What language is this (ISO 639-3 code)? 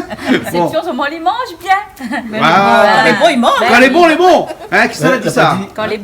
rcf